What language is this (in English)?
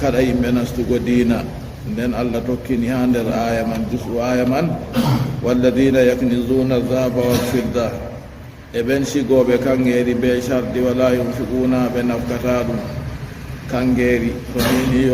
Fula